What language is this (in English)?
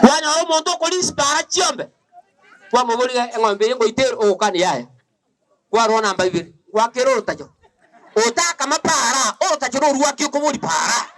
Gusii